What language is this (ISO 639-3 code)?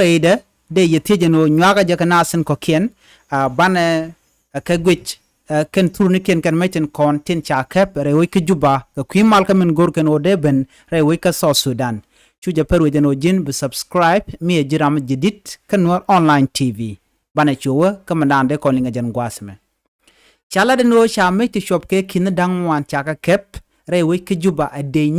nus